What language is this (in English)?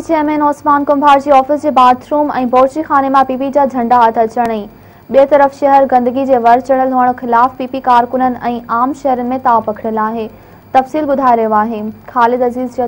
Sindhi